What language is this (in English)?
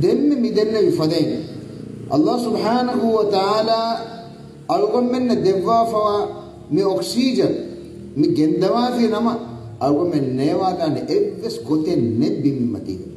Divehi